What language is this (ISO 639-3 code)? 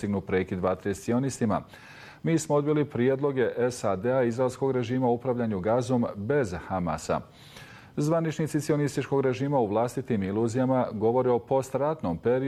bos